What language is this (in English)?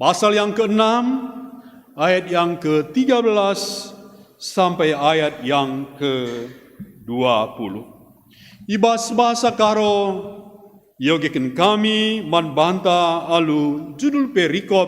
Batak Karo